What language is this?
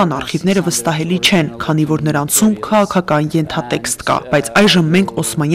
Armenian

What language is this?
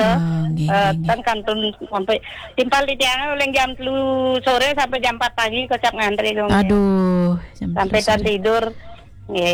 Balinese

